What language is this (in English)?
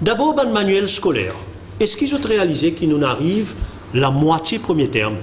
Morisyen